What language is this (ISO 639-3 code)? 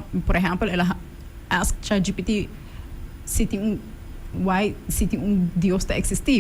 pap